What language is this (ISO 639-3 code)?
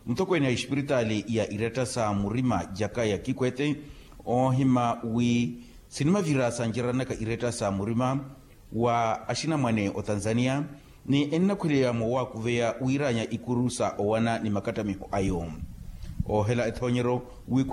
vmw